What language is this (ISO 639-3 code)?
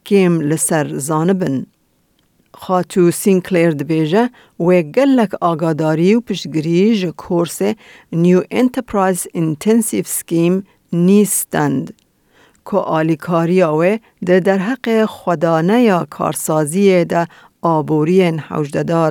kur